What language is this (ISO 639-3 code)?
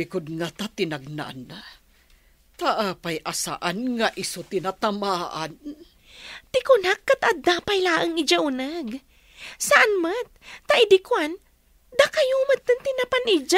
ilo